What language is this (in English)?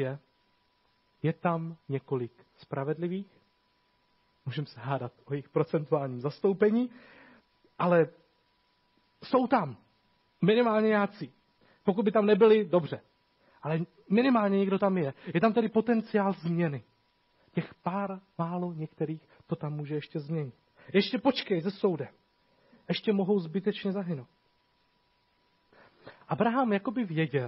Czech